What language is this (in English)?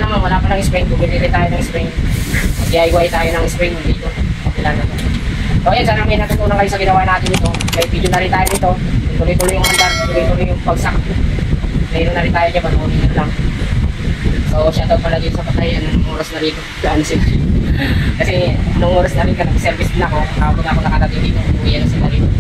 Filipino